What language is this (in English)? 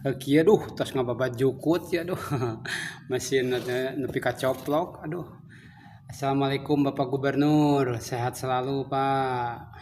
Sundanese